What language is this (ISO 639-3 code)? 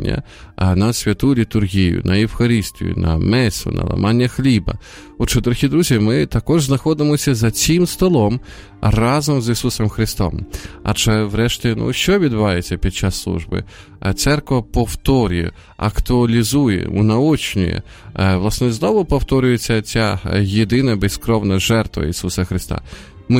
ukr